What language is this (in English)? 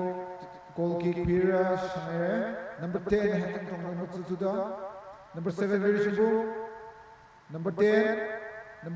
Tangkhul Naga (India)